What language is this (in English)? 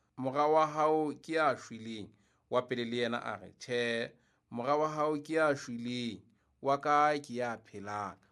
Southern Sotho